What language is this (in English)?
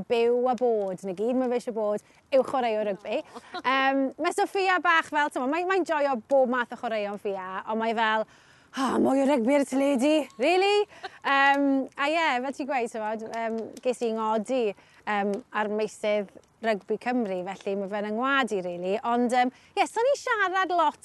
Welsh